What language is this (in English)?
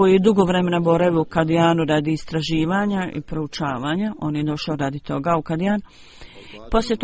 Bosnian